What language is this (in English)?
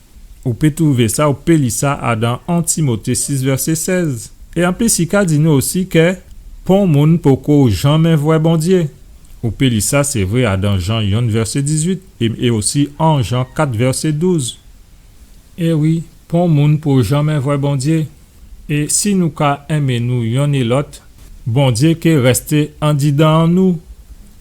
Guadeloupean Creole French